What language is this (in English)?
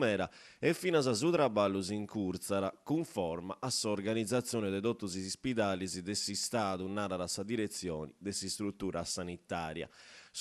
Sardinian